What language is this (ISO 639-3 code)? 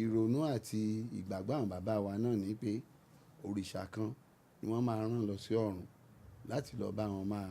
yor